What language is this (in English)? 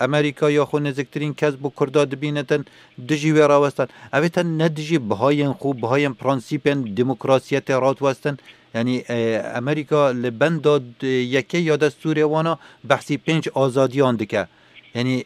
Kurdish